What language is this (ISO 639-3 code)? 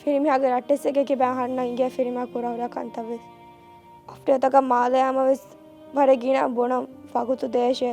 div